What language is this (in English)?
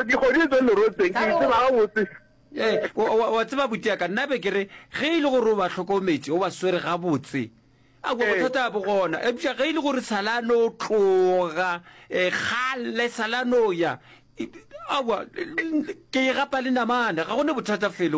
Northern Sotho